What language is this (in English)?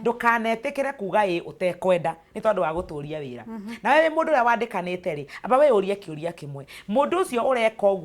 Kikuyu